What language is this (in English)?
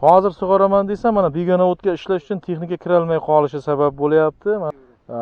Uzbek